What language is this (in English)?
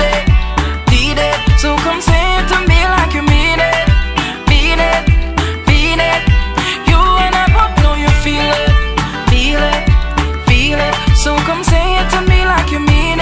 English